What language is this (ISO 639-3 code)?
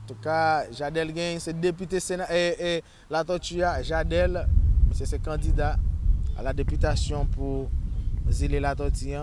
hat